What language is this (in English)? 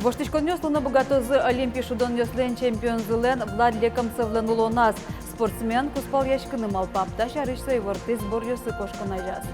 Udmurt